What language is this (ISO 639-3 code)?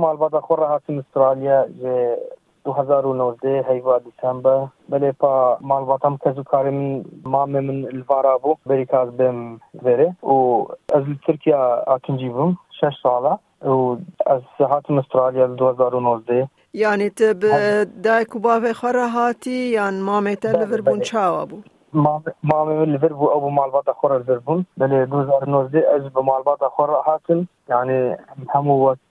kur